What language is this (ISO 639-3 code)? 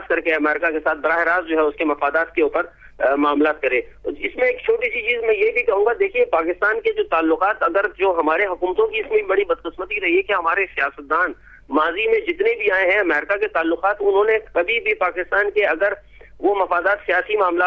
urd